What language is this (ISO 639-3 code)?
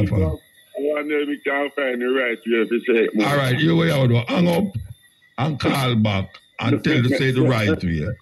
jam